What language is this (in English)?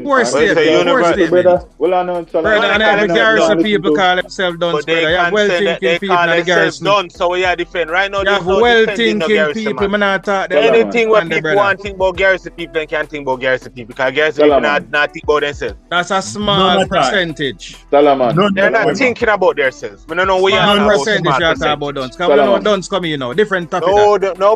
Jamaican Creole English